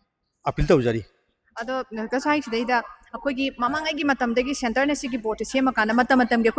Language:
Manipuri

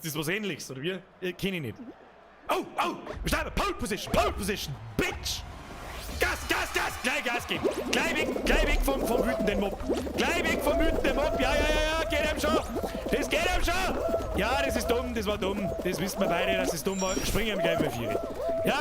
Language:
Bavarian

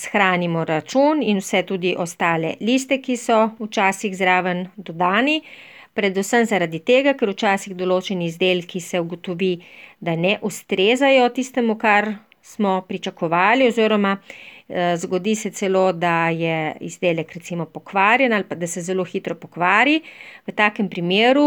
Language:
Slovenian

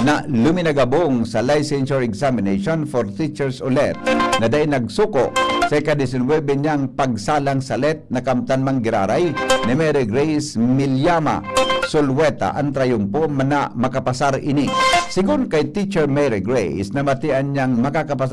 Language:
Bikol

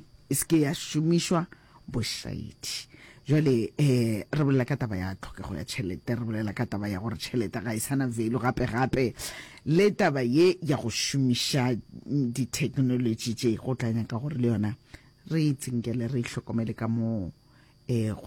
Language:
Northern Sotho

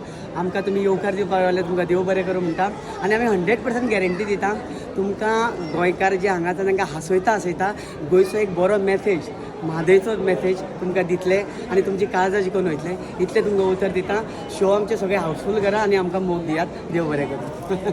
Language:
Konkani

